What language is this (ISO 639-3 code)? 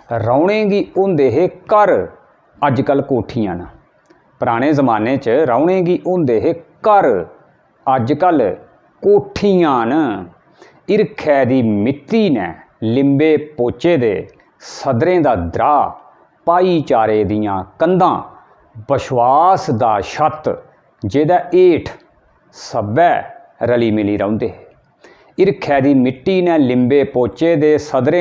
doi